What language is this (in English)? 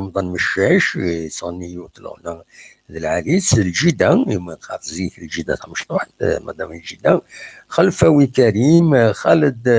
Kabyle